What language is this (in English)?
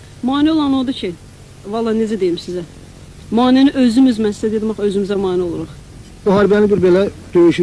Azerbaijani